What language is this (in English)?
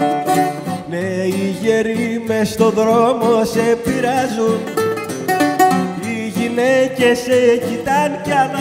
Greek